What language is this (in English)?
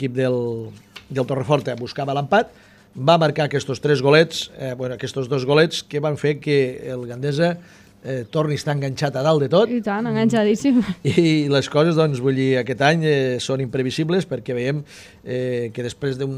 Catalan